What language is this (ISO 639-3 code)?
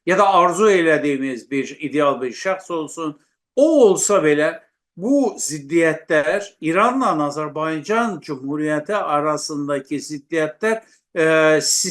azb